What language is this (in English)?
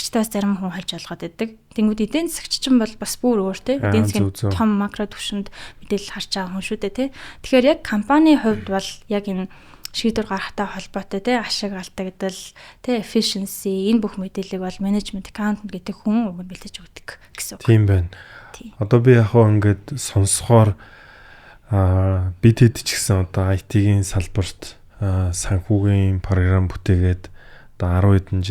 Mongolian